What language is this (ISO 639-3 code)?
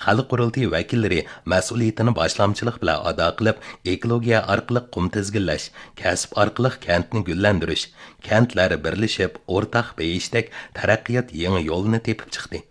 uig